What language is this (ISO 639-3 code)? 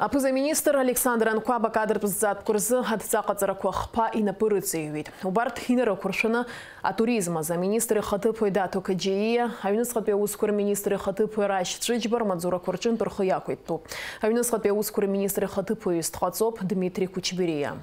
abk